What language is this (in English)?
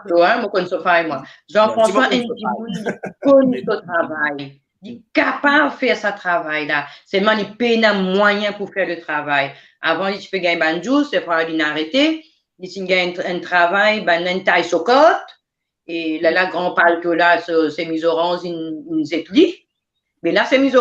Morisyen